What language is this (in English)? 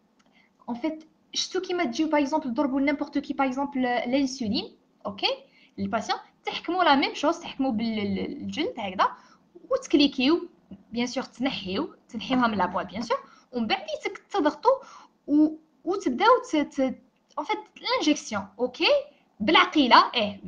Algerian Arabic